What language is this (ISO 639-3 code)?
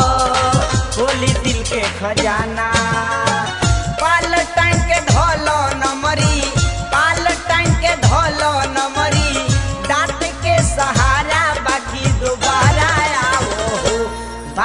bho